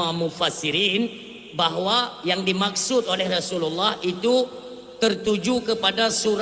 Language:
Achinese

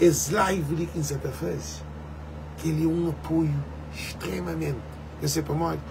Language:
Kabuverdianu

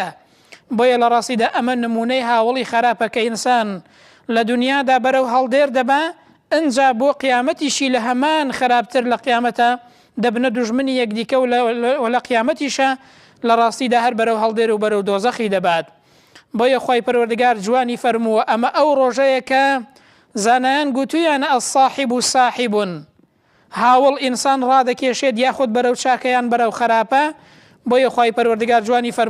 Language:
Central Kurdish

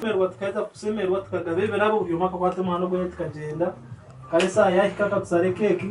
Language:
Nyankole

